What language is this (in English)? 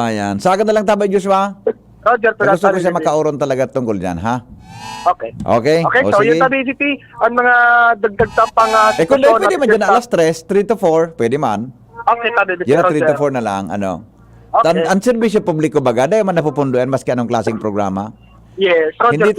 Bikol